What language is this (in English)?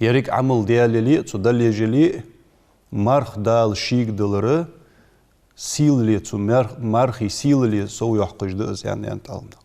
Ingush